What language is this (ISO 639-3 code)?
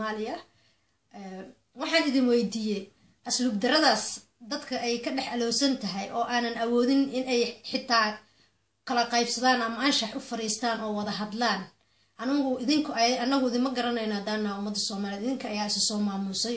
som